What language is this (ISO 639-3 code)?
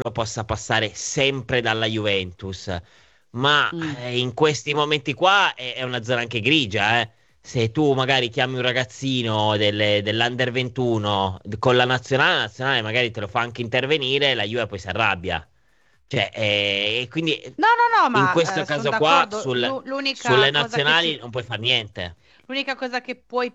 ita